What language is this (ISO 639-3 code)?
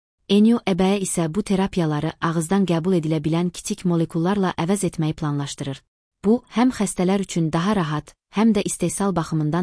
aze